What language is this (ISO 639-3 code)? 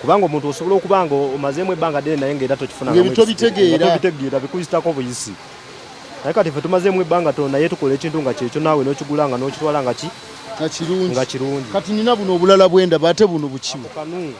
lug